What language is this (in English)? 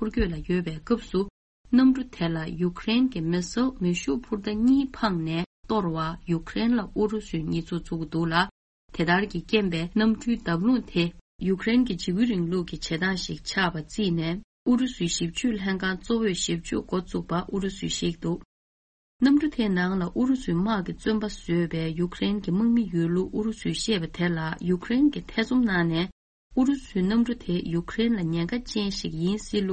Tibetan